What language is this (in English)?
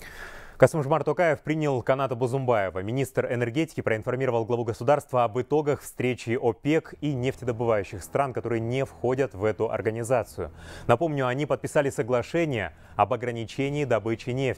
Russian